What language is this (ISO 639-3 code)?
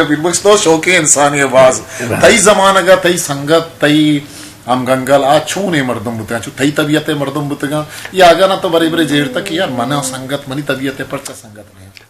bgp